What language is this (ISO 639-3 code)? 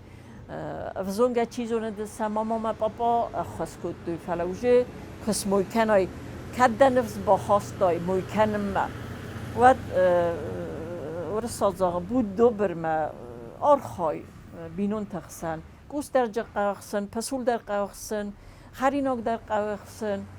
oss